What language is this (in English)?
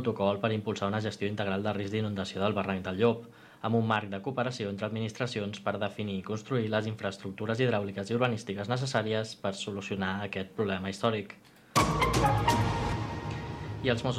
Catalan